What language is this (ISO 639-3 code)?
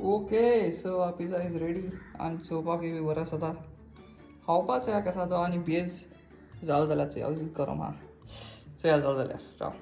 kok